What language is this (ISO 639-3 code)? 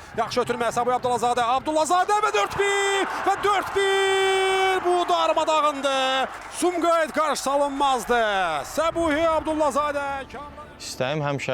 aze